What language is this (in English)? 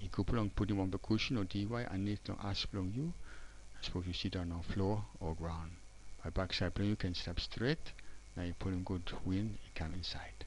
Tok Pisin